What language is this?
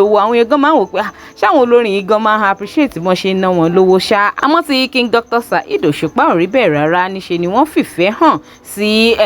Yoruba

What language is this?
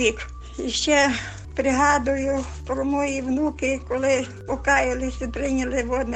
Ukrainian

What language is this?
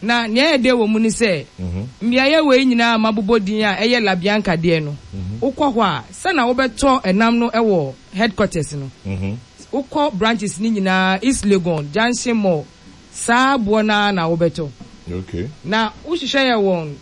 Akan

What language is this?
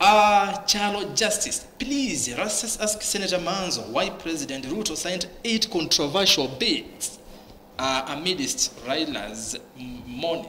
Kamba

